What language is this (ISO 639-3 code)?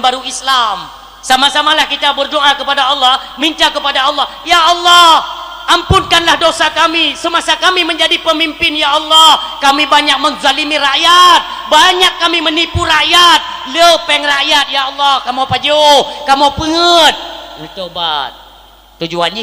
ace